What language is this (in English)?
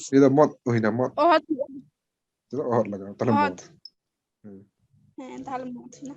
Santali